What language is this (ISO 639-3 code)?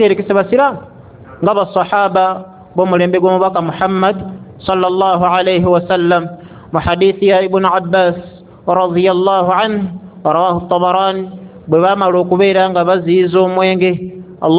lug